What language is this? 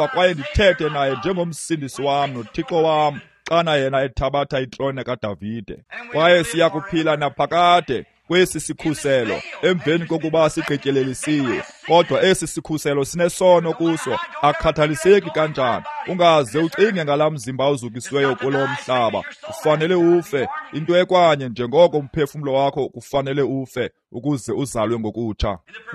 Xhosa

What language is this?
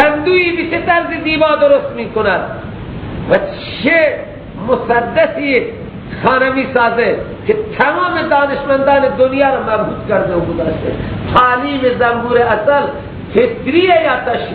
Persian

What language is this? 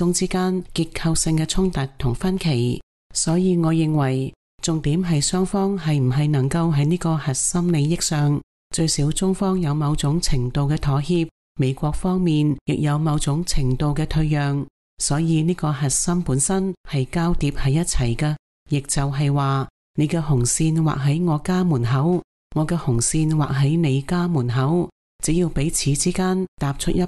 Cantonese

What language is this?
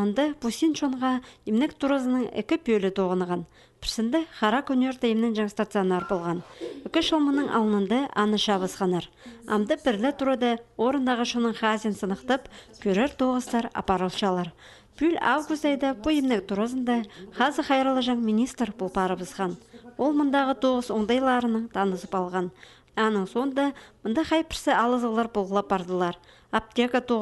Khakas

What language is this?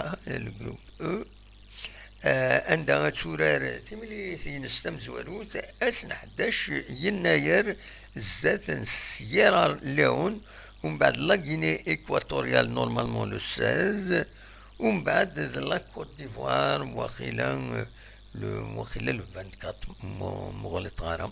Kabyle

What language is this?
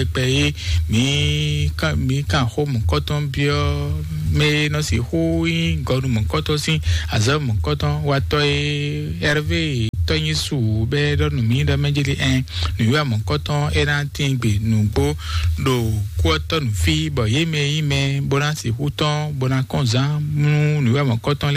Fon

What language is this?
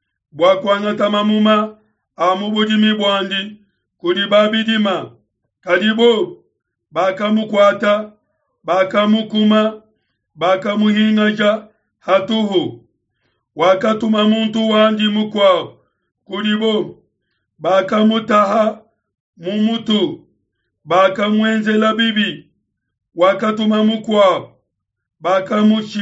Luba-Lulua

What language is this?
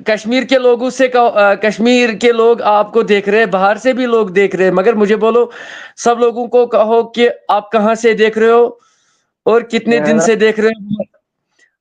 Kashmiri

